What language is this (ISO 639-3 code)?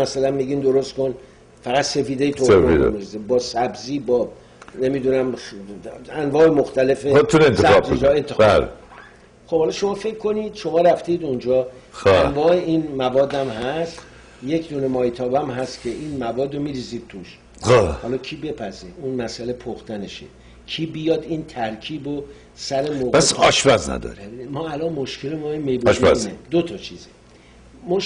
fas